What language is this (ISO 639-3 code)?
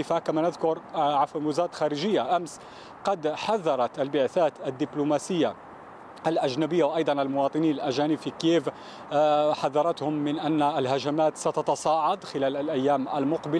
ara